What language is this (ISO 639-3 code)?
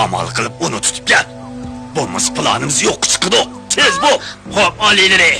uig